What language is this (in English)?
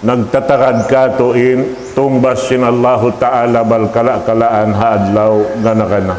Tausug